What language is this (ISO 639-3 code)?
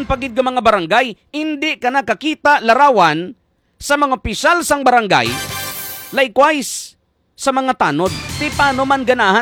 hil